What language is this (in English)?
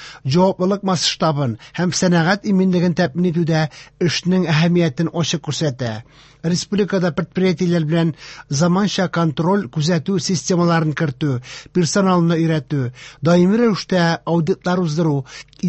Tatar